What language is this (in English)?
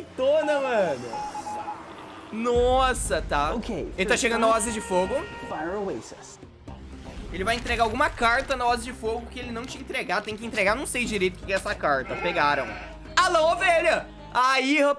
Portuguese